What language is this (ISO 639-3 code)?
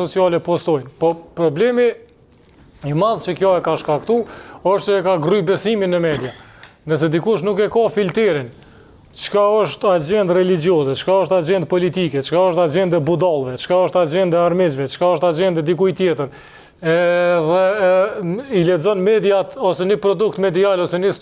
sqi